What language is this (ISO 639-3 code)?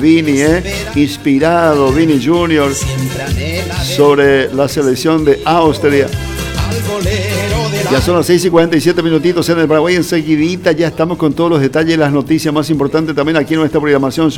spa